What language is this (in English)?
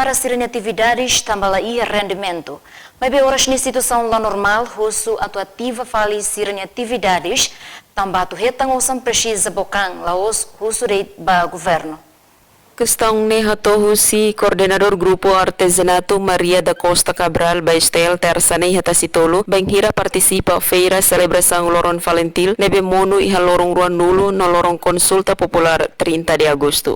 Tetum